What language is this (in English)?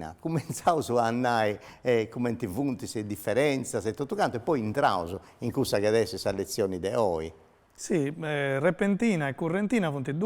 Sardinian